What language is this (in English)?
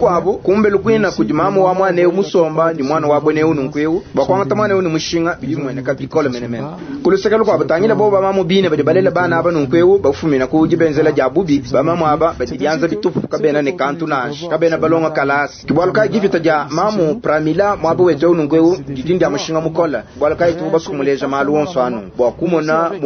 Luba-Lulua